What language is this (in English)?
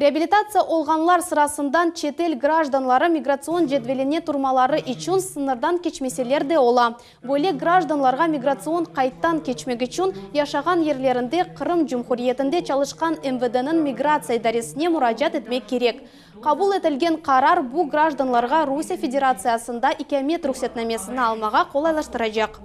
Crimean Tatar